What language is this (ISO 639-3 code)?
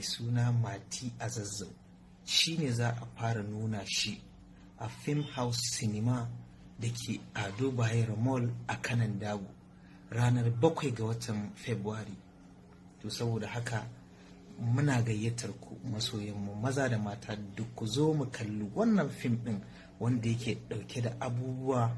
hau